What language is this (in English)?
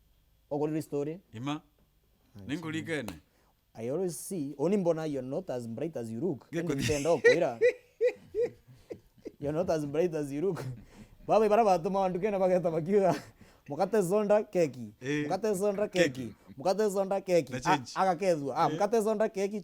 Meru